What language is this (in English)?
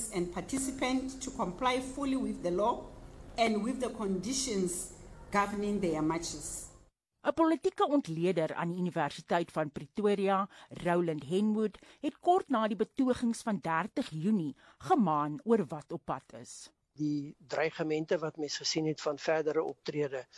Afrikaans